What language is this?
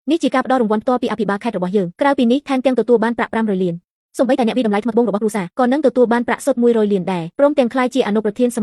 Khmer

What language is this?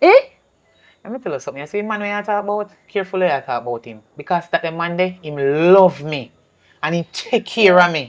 Jamaican Creole English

